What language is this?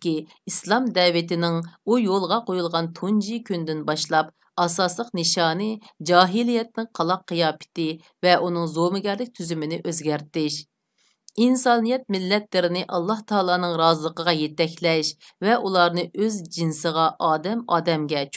Uyghur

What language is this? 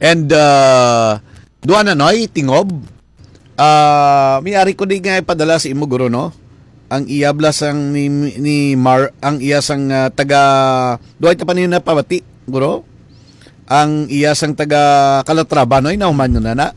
Hiligaynon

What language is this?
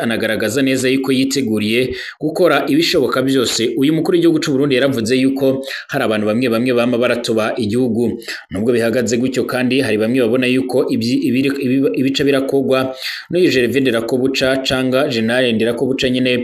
Rundi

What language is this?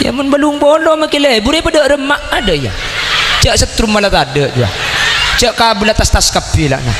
Madurese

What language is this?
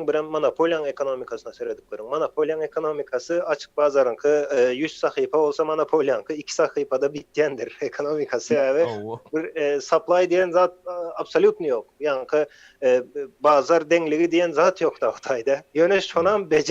Turkmen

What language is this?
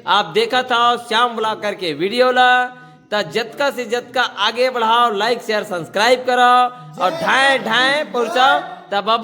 Chhattisgarhi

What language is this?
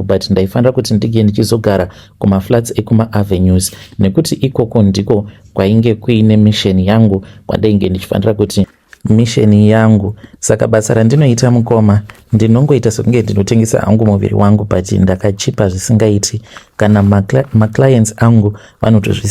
Shona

